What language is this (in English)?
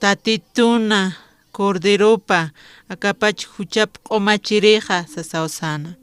Aymara